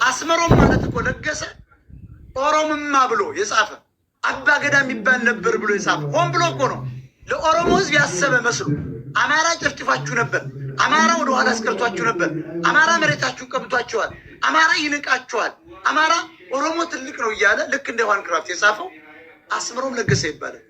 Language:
Amharic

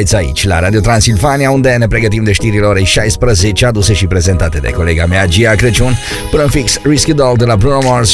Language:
Romanian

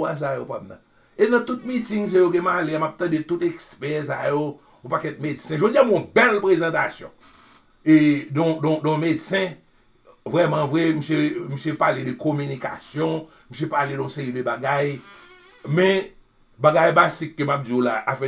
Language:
Haitian Creole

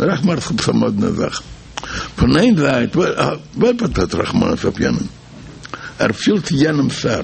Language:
Yiddish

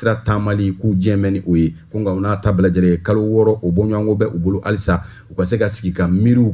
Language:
Bambara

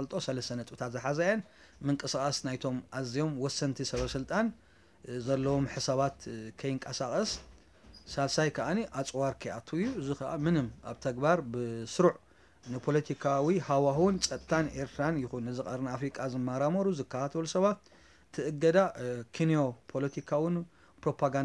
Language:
Tigrinya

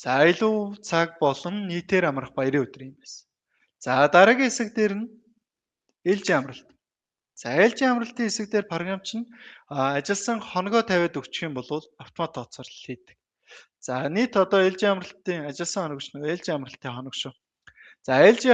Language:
Mongolian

